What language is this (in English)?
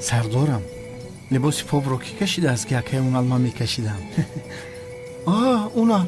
Tajik